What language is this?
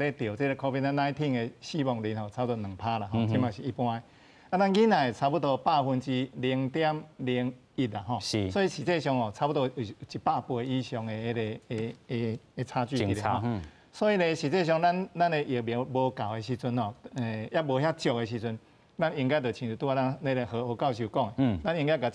Min Nan Chinese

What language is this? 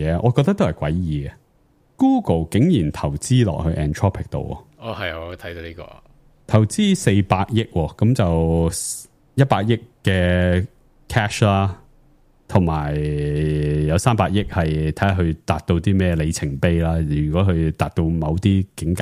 Cantonese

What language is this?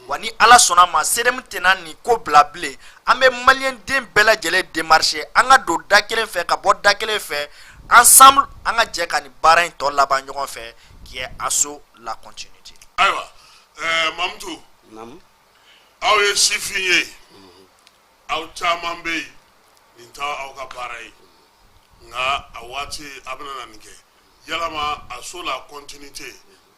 Bambara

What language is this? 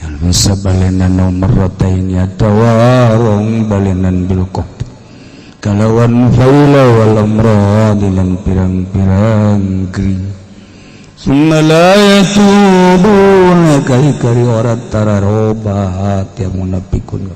Sundanese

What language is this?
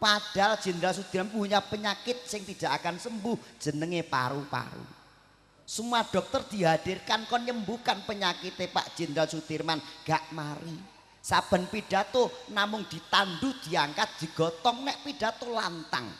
Javanese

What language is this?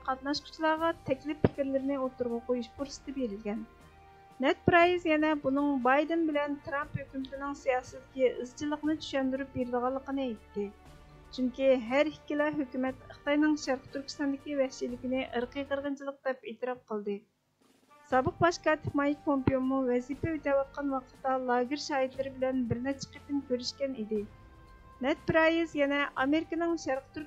Uyghur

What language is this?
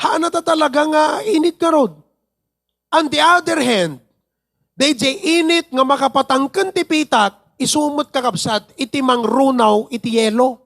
Iloko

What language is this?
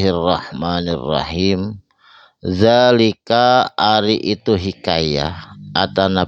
Sundanese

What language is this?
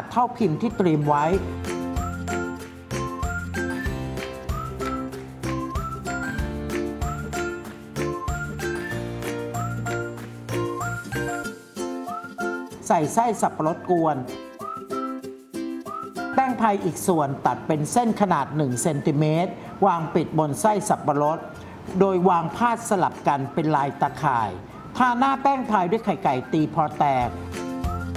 Thai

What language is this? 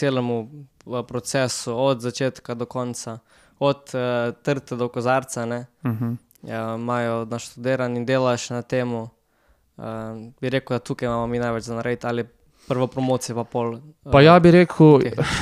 Slovenian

